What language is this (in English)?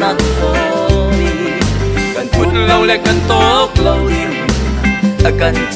Hakha Chin